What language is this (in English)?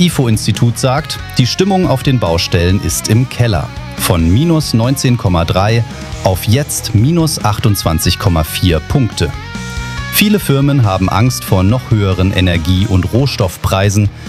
German